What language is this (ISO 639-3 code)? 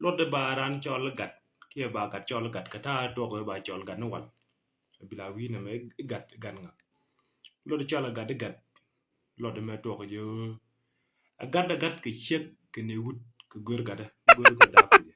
nus